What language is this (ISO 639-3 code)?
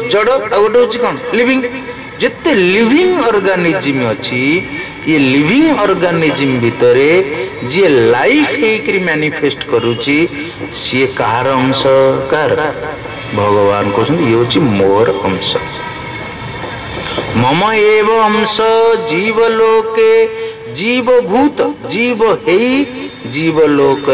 ori